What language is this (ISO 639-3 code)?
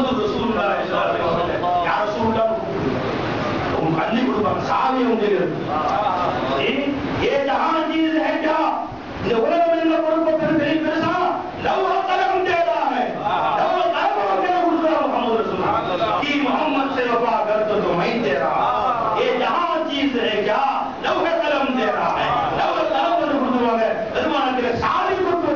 tam